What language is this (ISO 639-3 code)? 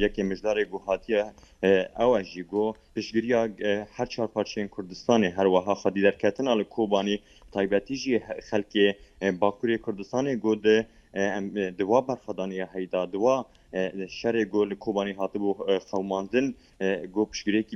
kur